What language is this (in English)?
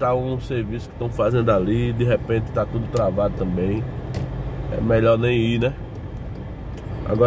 Portuguese